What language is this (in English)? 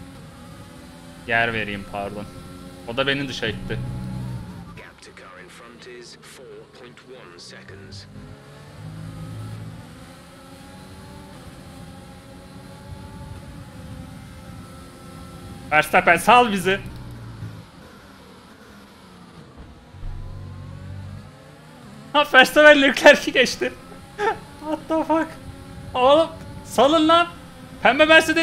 Turkish